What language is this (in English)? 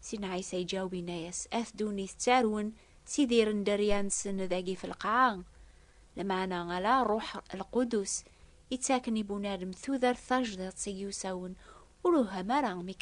Kabyle